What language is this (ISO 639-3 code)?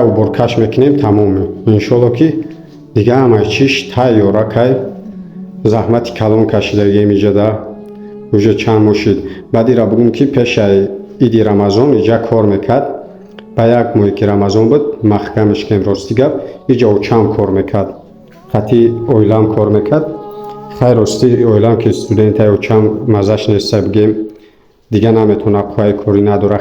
tgk